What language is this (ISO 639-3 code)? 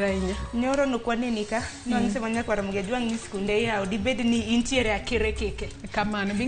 luo